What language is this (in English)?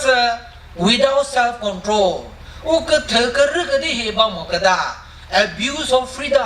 Chokri Naga